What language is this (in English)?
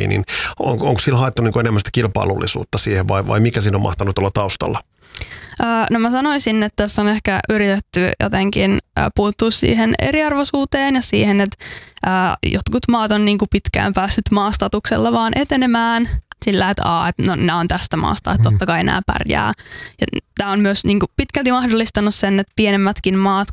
Finnish